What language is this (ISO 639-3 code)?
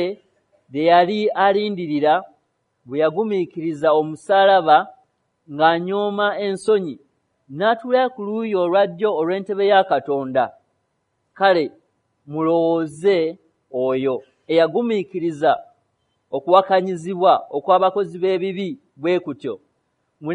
lug